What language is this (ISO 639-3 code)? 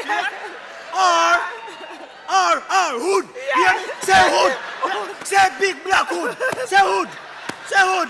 jam